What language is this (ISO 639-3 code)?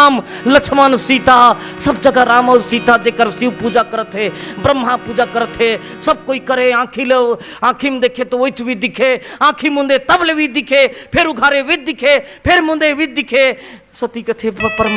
hne